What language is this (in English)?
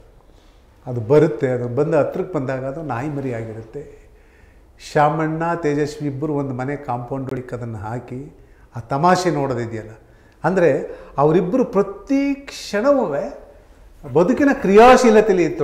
Kannada